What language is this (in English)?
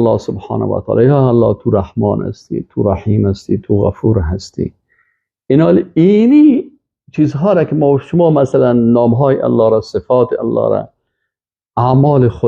Persian